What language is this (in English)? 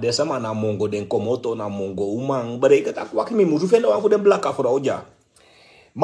Sranan Tongo